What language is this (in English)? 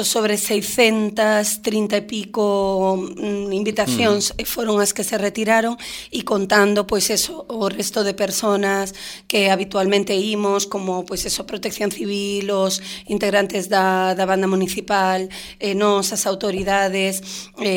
Galician